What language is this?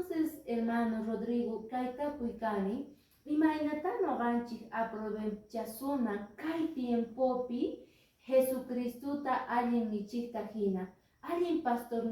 Quechua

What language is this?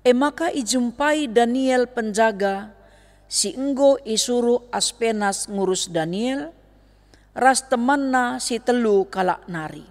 Batak Karo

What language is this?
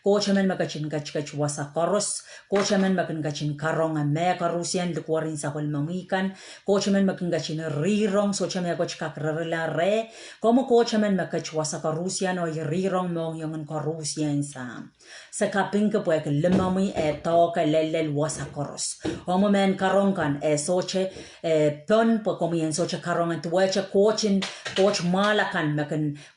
Pohnpeian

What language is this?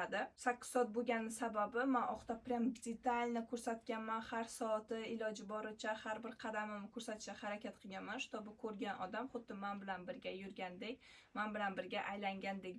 Uzbek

